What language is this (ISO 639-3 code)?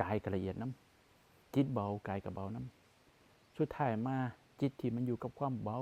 tts